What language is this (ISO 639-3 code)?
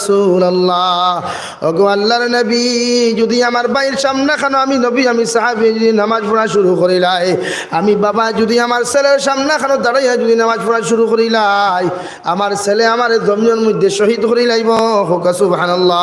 syl